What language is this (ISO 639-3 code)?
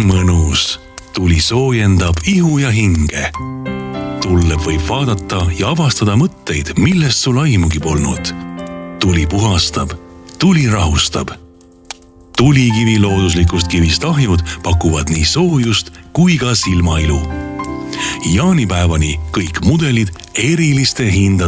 est